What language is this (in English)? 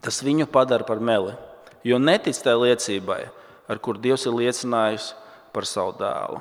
Latvian